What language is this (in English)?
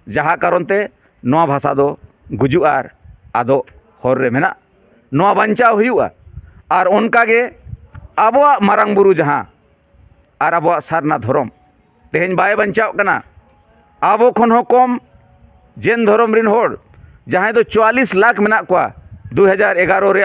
Santali